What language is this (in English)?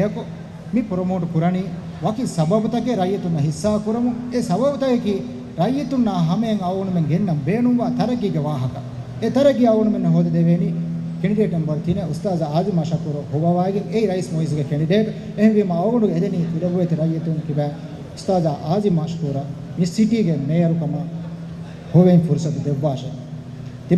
Divehi